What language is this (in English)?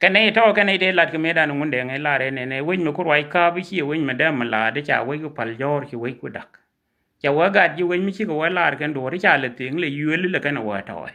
Nuer